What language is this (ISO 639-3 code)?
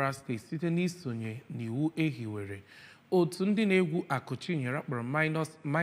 ibo